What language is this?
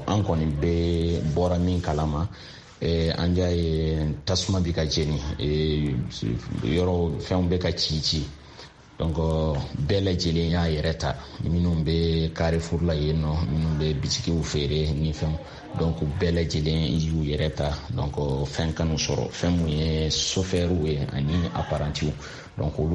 Bambara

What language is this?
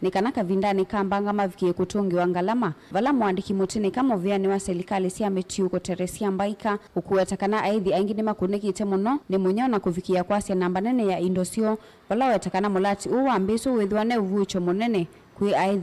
Kamba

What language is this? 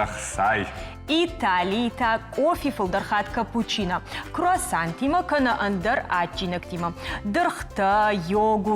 Ossetic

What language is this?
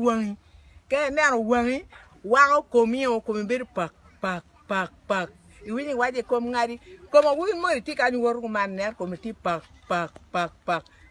Acoli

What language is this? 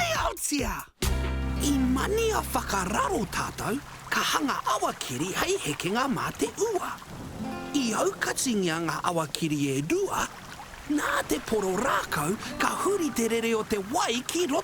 Māori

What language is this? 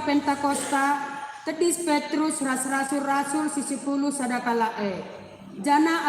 Batak Karo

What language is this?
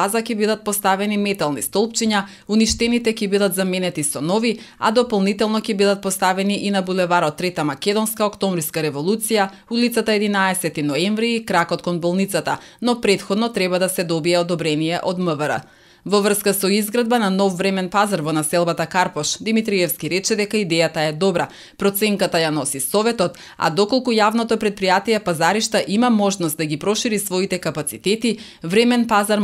Macedonian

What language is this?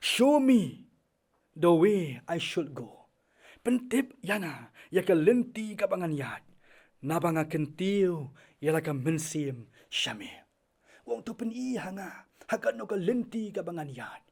Khasi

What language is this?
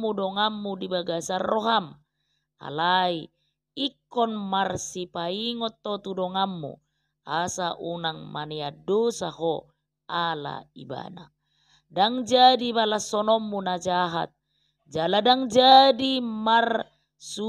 Batak Toba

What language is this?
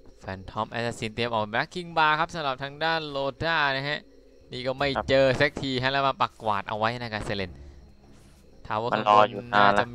Thai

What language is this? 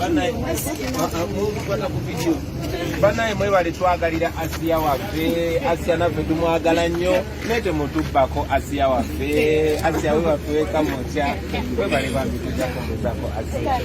Ganda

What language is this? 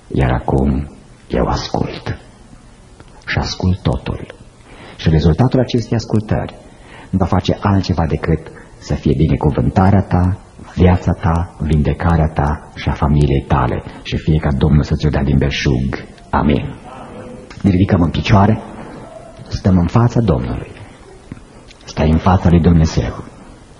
Romanian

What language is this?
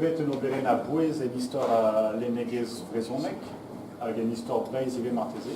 Breton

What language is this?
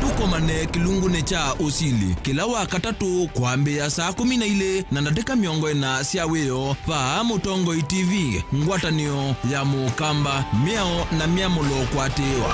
Kamba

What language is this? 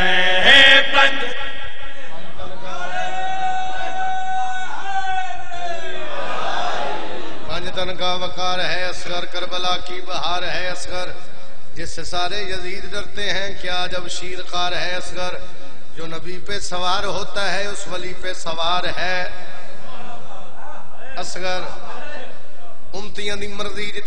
Urdu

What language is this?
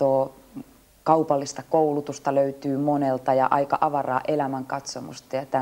Finnish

